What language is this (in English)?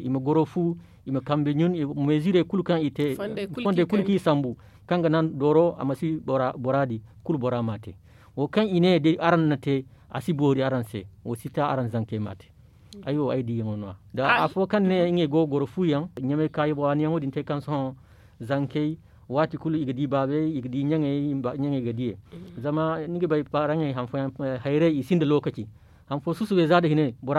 Zarma